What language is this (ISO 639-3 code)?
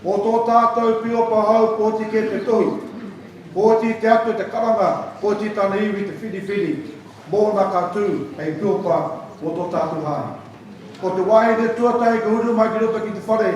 mri